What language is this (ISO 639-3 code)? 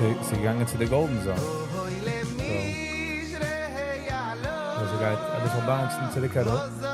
yid